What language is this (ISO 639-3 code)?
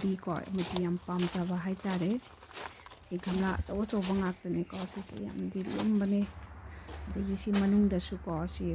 mni